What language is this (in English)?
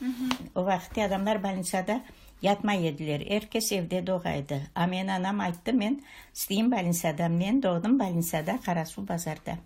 Crimean Tatar